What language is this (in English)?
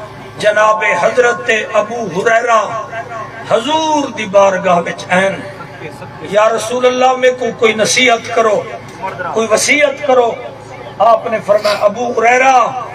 Saraiki